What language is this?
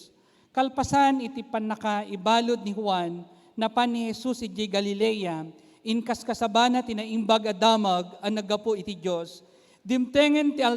Iloko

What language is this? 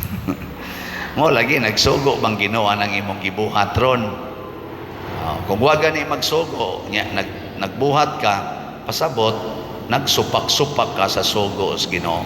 Cebuano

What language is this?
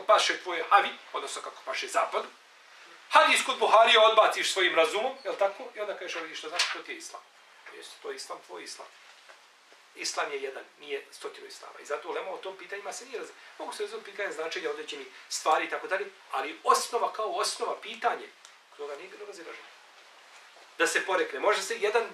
Bosnian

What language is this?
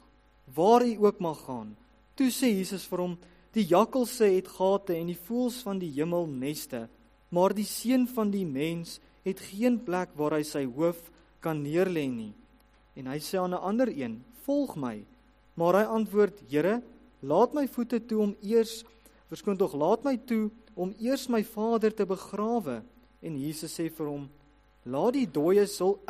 Afrikaans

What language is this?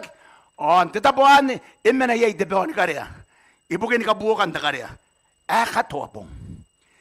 Gilbertese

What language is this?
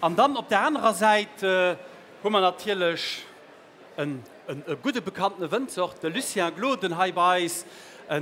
Luxembourgish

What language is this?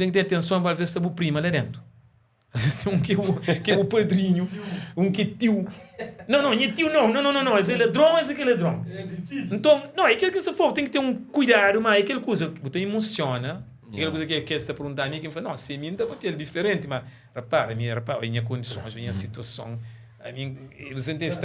Kabuverdianu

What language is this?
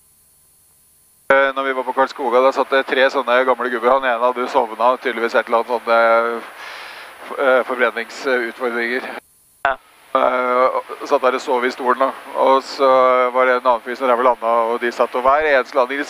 Norwegian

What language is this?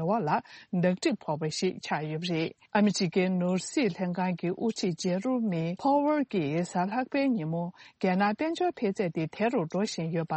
Tibetan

